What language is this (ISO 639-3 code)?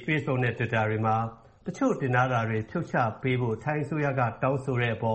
mya